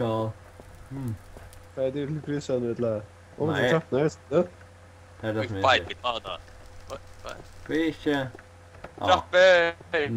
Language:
Faroese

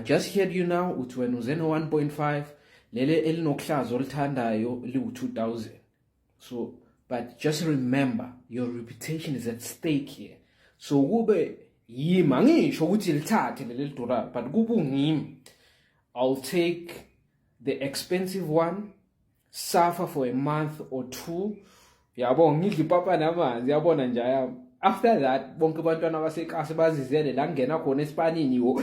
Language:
Zulu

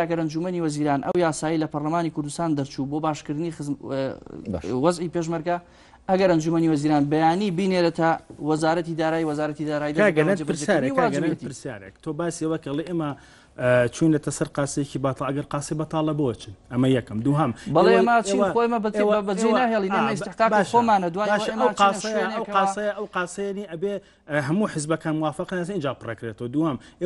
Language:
Central Kurdish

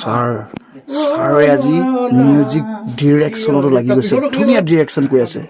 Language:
Assamese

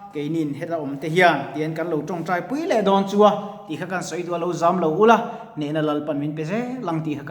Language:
Mizo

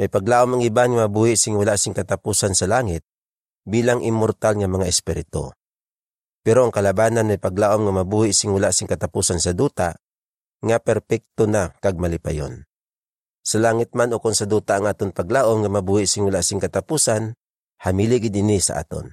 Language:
Hiligaynon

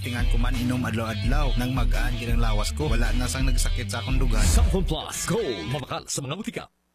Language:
Hiligaynon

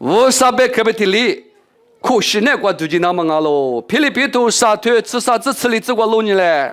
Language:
Lisu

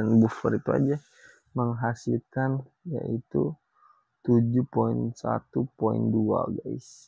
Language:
Indonesian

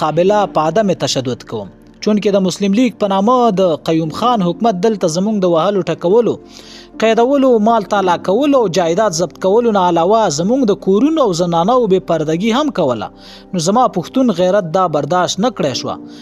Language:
Pashto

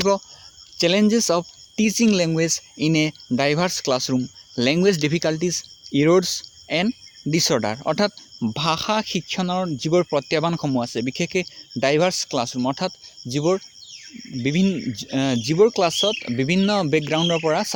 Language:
Assamese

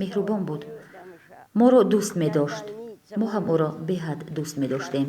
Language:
Tajik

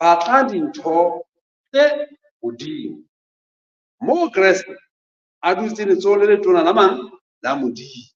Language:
Southern Sotho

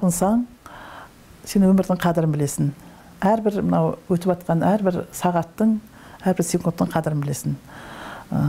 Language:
Kazakh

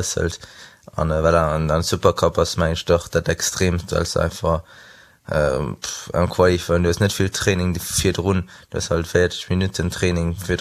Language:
Luxembourgish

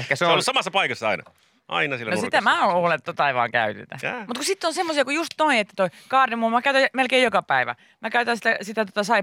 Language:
Finnish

